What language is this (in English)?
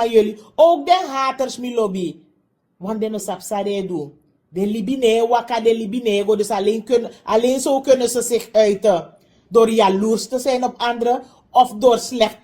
Sranan Tongo